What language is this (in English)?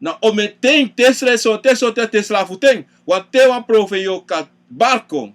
Sranan Tongo